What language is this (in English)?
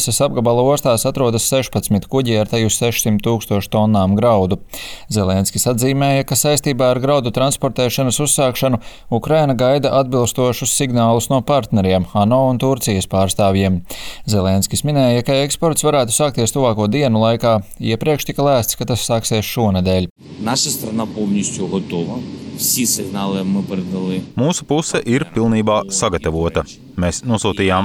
Latvian